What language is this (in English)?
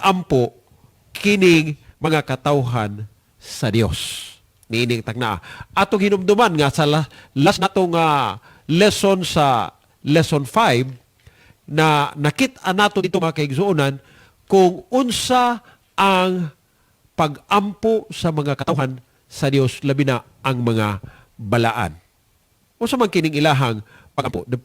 Cebuano